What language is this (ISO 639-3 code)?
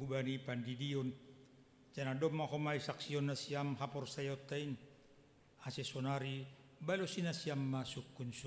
bts